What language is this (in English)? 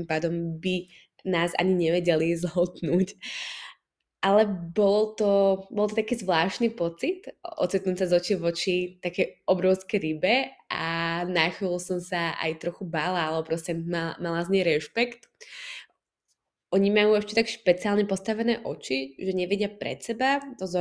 Slovak